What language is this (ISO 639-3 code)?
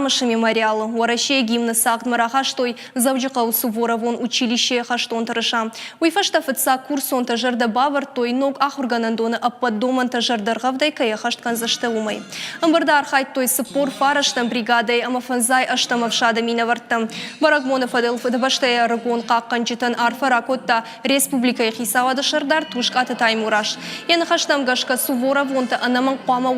oss